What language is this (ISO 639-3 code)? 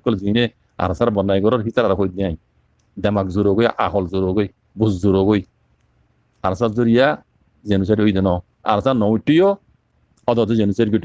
rhg